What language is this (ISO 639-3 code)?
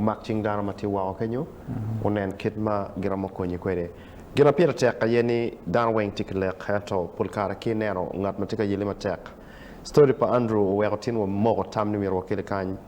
ach